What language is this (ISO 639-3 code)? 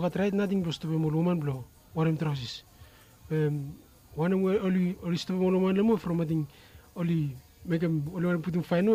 bis